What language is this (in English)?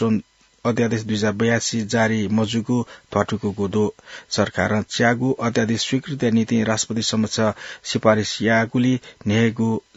Newari